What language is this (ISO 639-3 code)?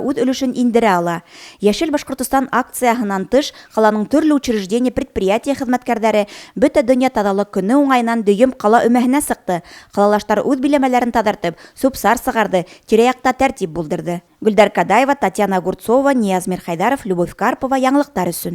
bak